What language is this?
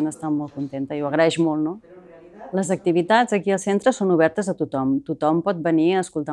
Catalan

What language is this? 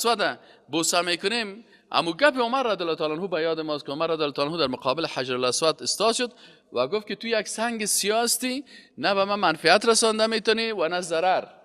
Persian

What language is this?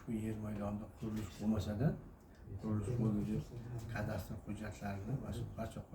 Uzbek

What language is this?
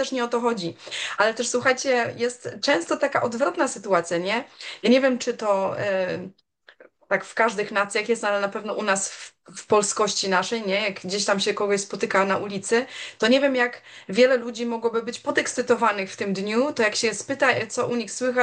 Polish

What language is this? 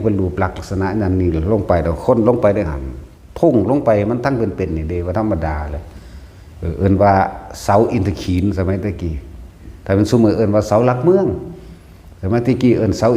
Northeastern Thai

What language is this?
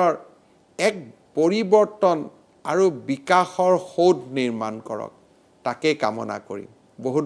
Assamese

